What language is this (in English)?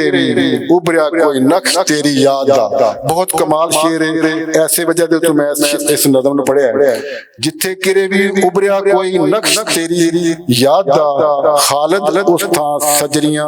Western Panjabi